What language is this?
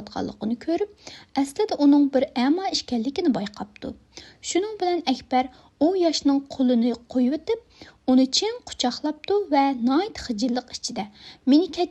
Uyghur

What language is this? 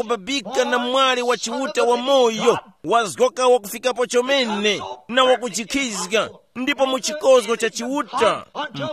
Tumbuka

